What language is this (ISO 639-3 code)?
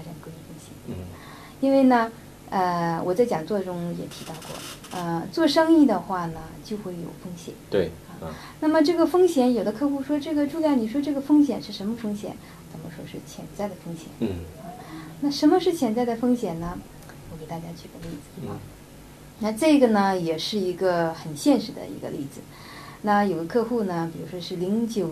zho